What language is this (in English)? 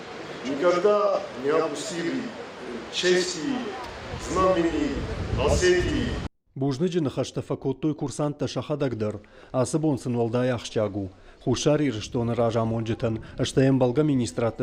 Ossetic